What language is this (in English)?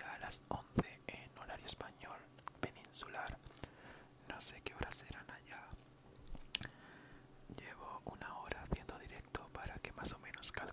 Spanish